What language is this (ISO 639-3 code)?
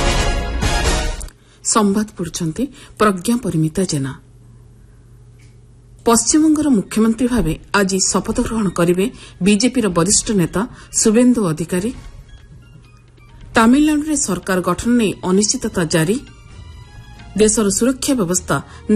ori